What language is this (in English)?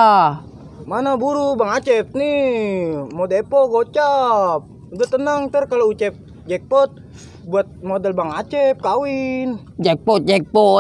Betawi